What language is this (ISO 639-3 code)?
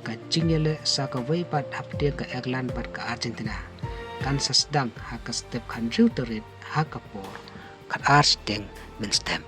kha